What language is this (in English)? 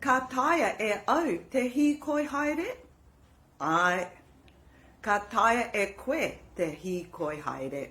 Māori